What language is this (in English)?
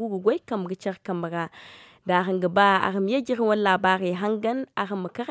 Zarma